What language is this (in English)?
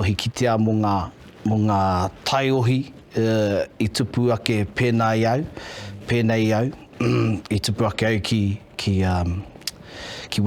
Māori